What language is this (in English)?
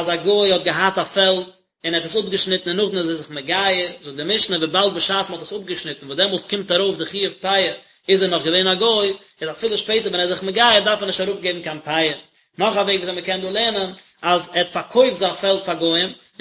Yiddish